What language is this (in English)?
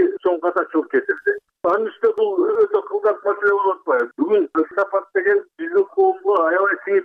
Kyrgyz